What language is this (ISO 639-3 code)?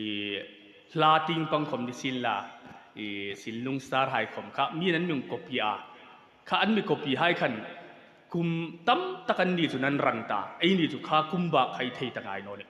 hmr